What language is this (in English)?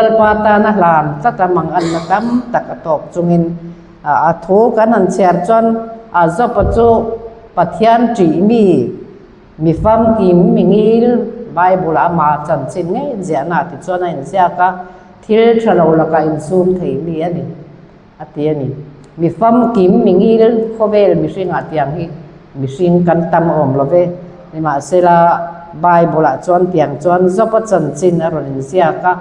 Mizo